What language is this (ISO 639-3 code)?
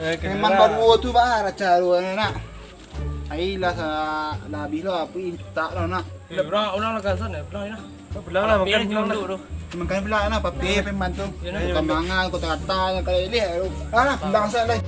min